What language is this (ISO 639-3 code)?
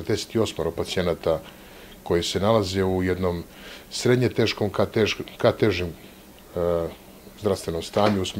srp